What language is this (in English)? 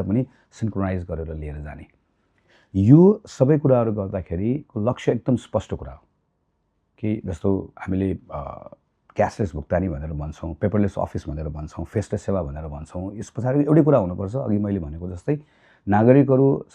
Nepali